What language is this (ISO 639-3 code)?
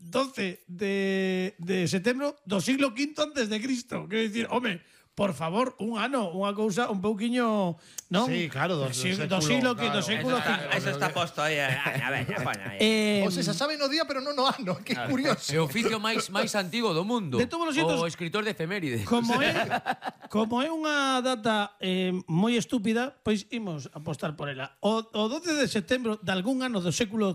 glg